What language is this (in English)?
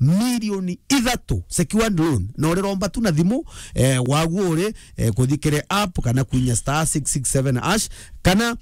Meru